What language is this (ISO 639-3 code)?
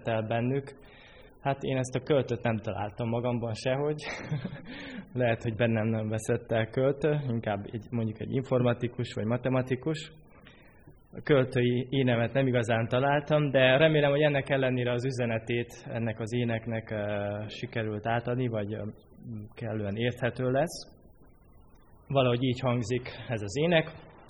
hun